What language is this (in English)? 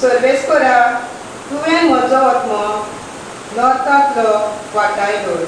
Konkani